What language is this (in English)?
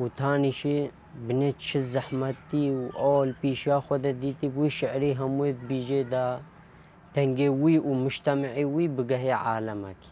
Kurdish